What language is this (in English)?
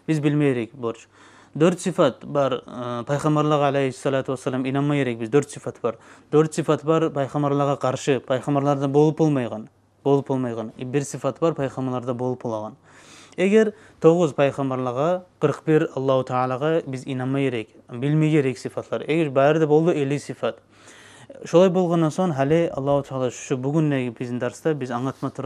Kumyk